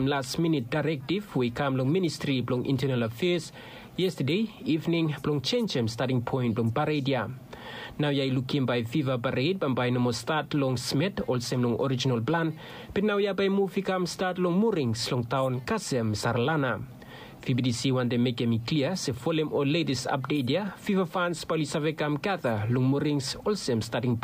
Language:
Bislama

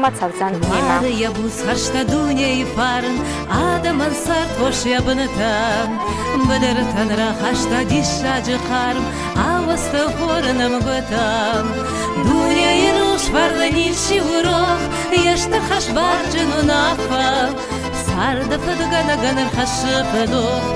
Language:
Ossetic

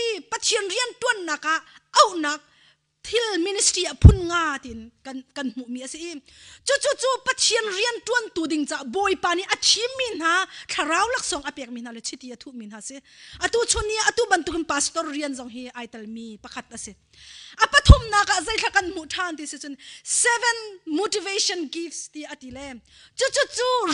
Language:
Hakha Chin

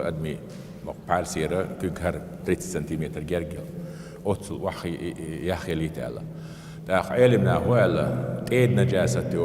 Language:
Chechen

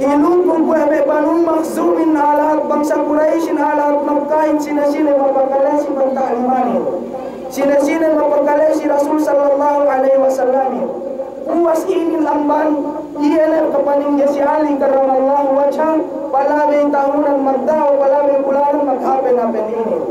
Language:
Yakan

